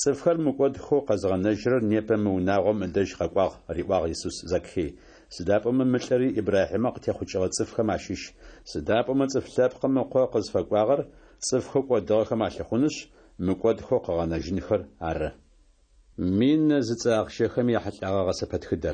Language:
Kabardian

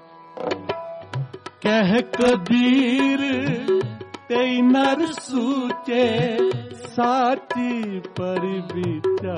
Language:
Hindi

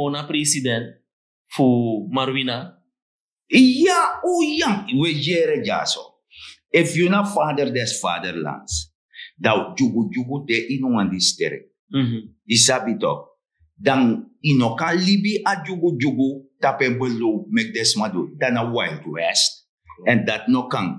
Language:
Sranan Tongo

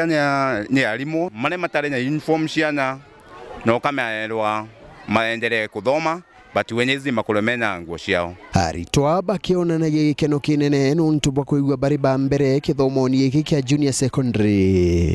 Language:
Meru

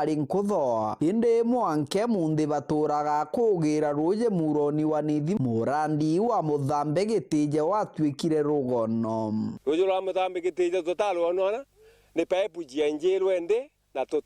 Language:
Meru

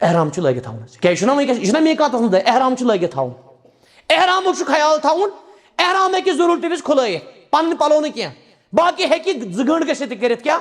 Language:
Kashmiri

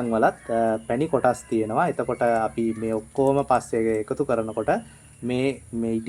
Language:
Sinhala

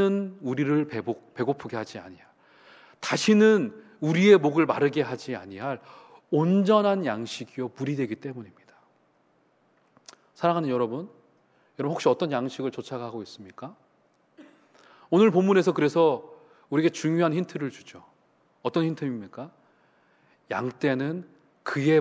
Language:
Korean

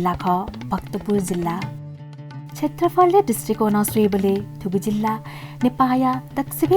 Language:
Newari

